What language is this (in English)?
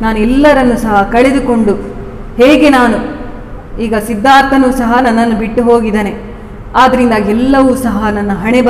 Kannada